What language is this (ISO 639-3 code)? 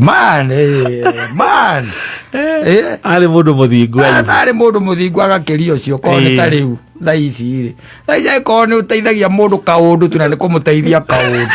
kik